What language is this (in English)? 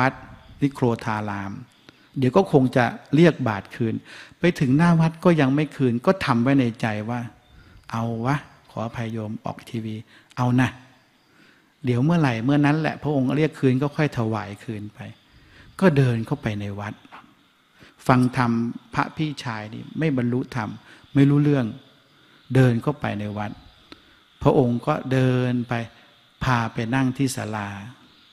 Thai